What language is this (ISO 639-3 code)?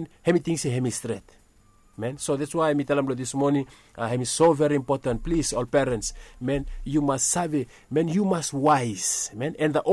bis